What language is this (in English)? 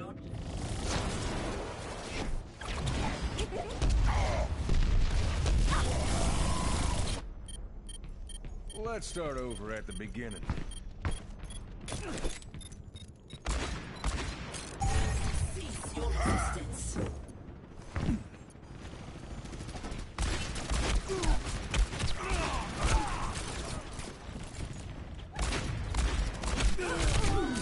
English